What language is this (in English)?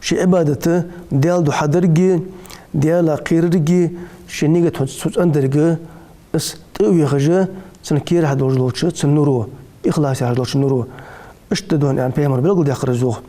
Ingush